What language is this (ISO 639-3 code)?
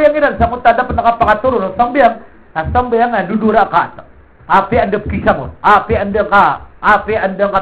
mrw